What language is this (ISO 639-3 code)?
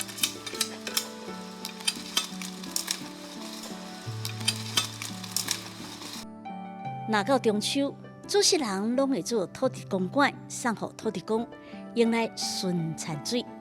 nan